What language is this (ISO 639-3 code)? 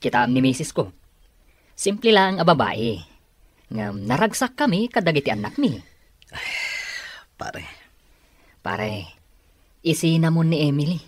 ilo